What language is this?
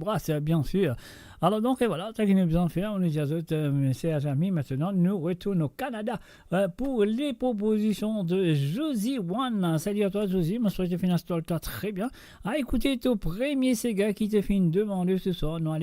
Morisyen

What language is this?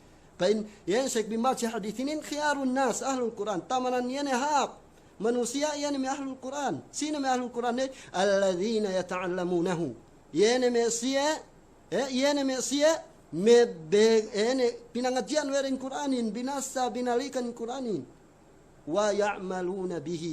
Yakan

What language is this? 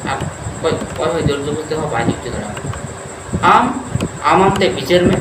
Santali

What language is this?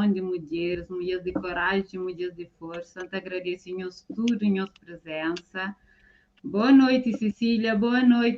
Kabuverdianu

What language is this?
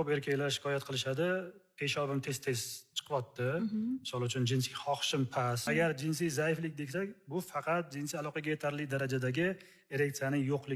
Uzbek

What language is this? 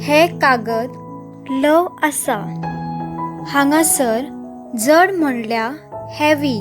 Konkani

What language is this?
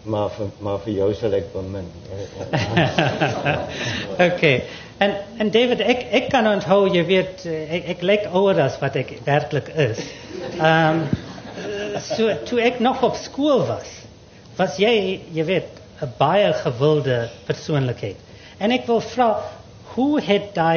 Afrikaans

